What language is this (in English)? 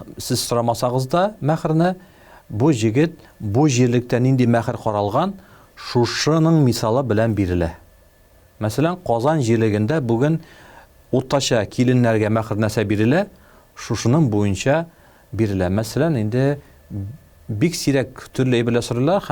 Tatar